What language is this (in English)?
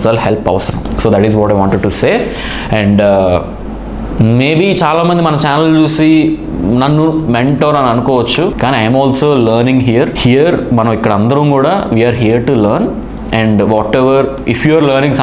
Telugu